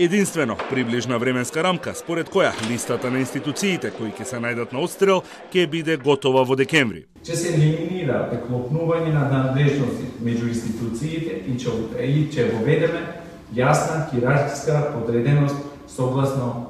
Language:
Macedonian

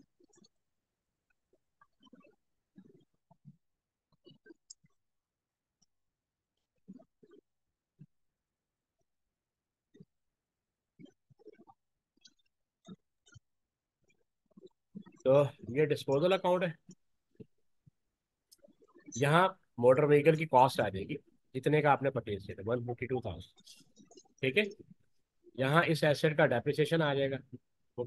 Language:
Hindi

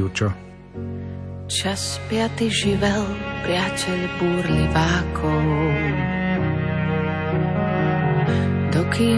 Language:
Slovak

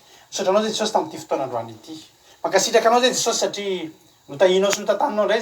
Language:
Malagasy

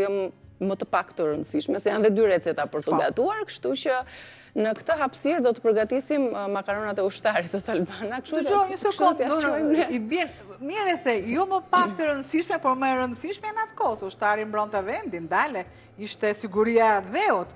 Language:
Albanian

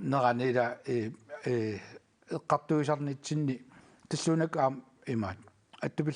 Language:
Kalaallisut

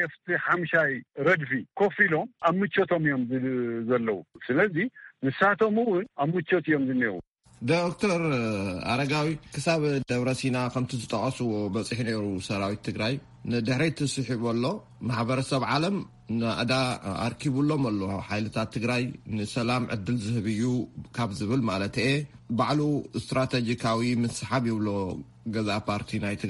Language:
Tigrinya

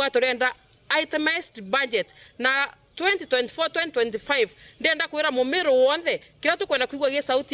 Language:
Meru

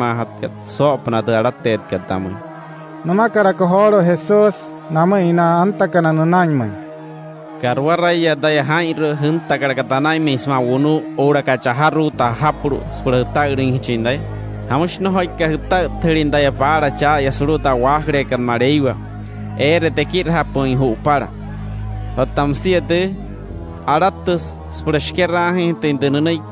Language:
Wayuu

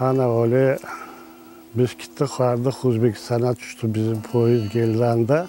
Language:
Crimean Tatar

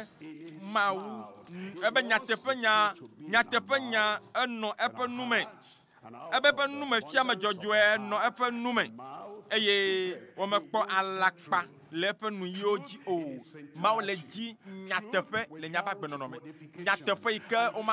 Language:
Ewe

